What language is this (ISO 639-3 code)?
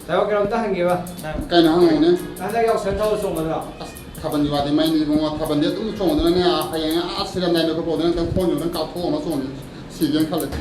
mni